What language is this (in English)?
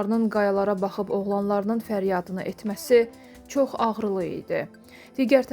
Azerbaijani